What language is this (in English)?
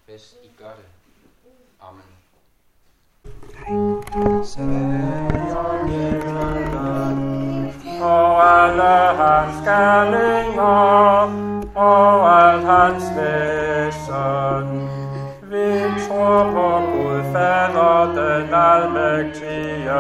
Danish